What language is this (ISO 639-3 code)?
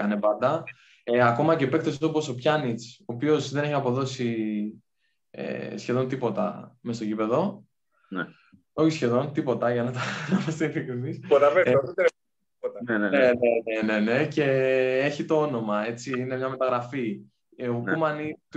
ell